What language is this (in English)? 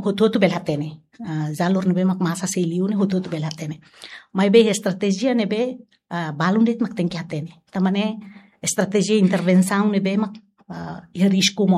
Tetum